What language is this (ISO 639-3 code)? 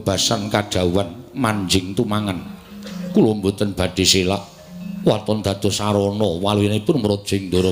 jav